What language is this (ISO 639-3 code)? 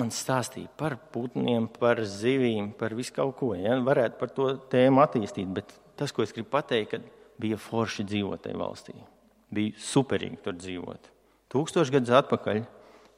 lav